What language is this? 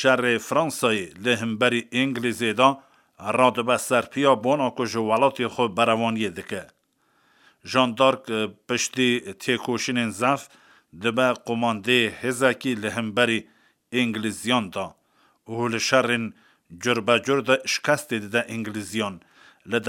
Kurdish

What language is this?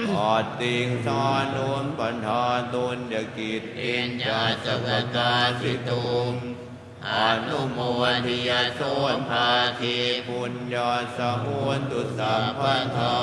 Pali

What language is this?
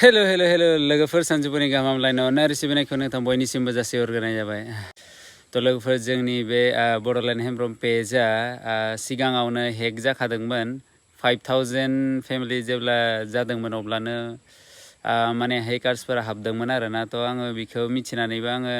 Bodo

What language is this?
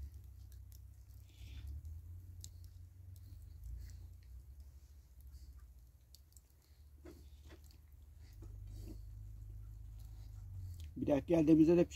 Turkish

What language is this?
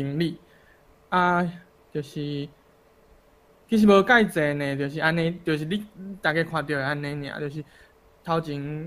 Min Nan Chinese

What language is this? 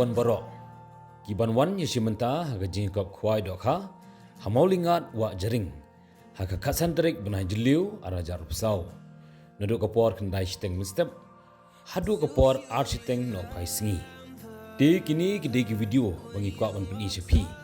Khasi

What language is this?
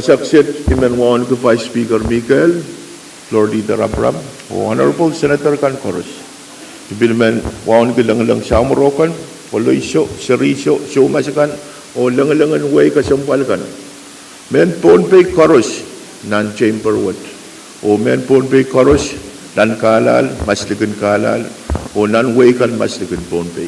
Pohnpeian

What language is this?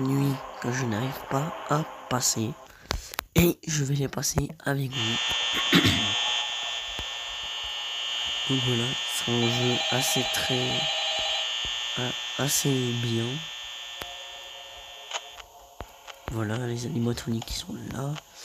French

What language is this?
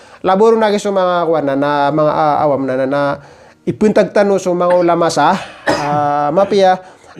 Maranao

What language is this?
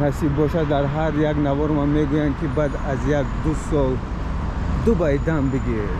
Tajik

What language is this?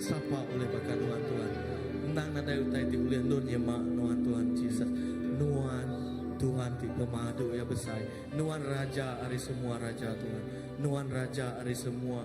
Iban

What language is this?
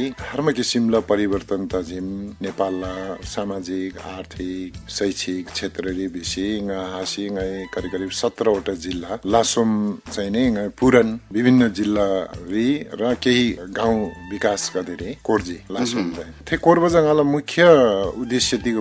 Eastern Tamang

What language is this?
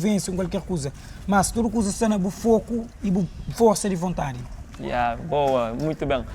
Kabuverdianu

